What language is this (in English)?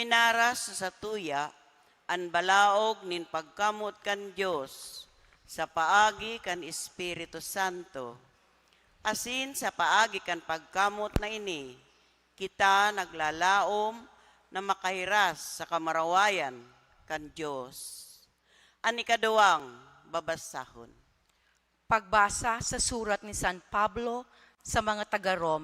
Bikol